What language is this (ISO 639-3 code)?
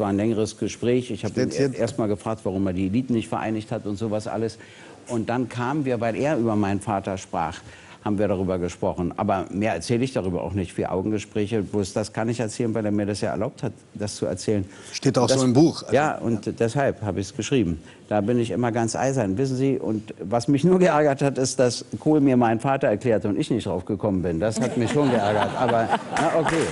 deu